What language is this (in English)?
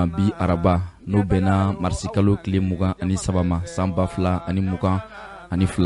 Bambara